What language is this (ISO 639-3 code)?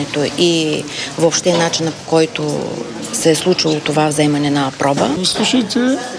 bul